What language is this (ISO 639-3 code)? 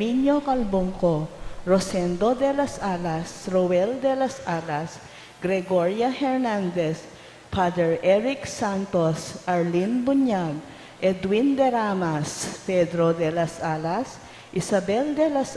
pam